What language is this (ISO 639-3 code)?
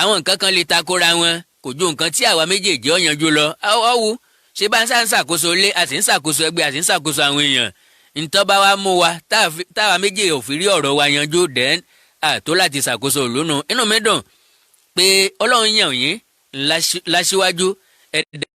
yor